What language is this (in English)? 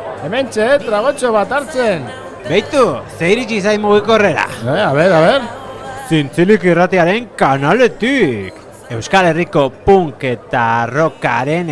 Basque